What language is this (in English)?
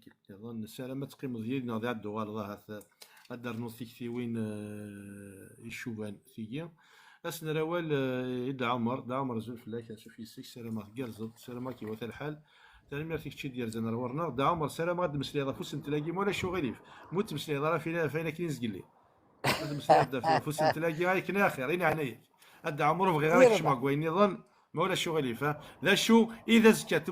Kabyle